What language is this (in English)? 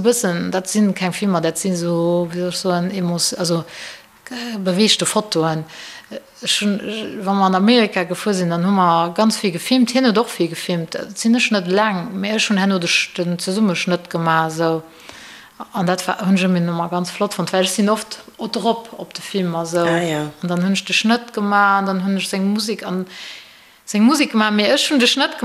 Luxembourgish